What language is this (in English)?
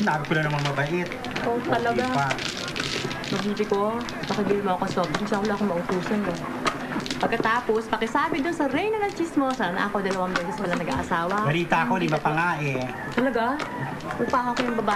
Filipino